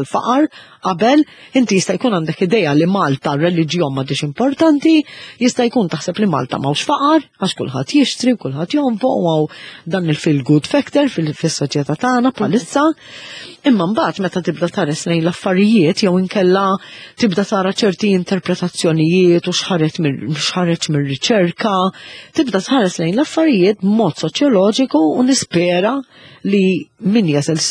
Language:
Maltese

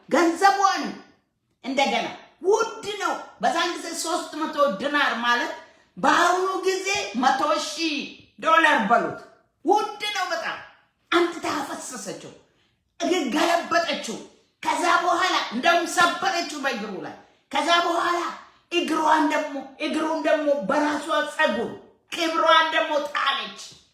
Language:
Amharic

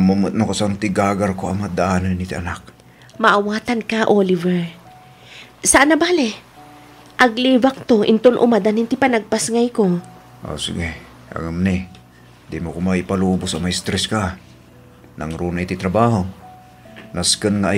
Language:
Iloko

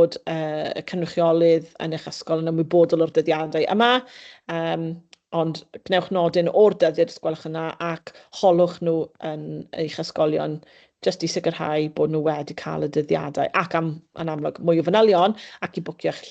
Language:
Welsh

